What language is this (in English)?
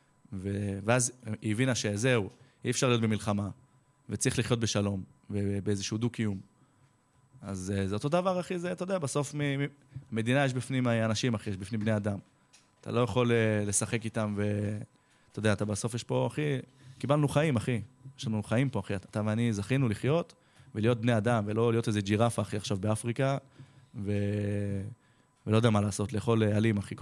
Hebrew